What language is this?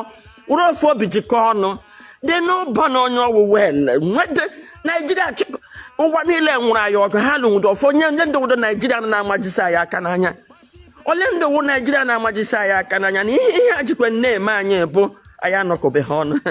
Igbo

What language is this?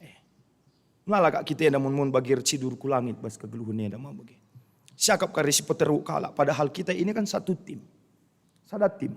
Batak Karo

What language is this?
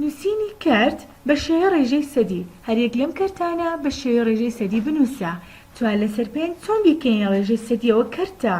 Central Kurdish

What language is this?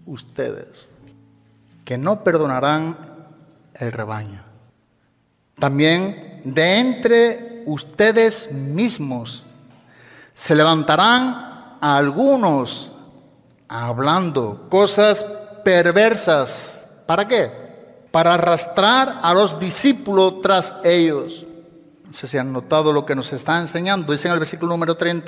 Spanish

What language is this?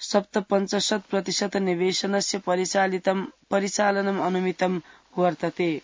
Sanskrit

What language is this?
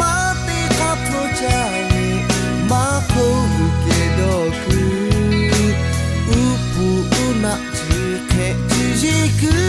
Lahu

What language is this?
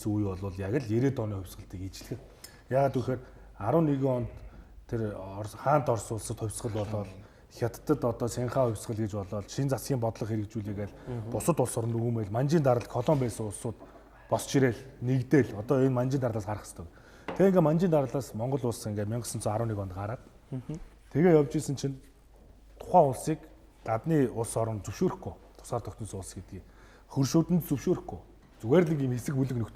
Mongolian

